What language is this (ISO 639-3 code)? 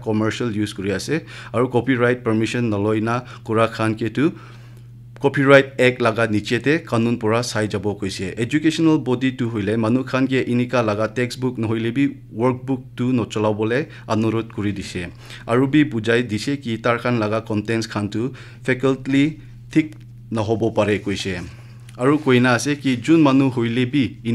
nag